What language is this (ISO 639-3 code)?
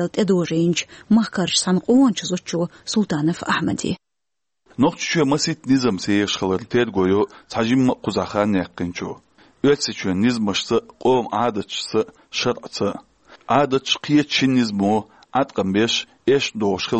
che